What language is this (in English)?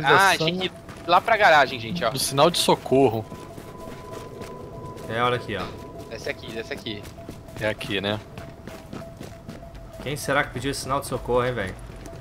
Portuguese